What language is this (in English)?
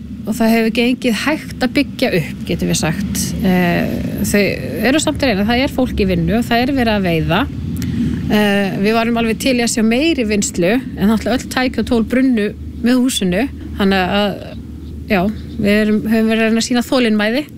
Icelandic